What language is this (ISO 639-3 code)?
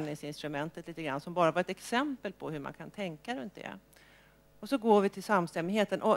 swe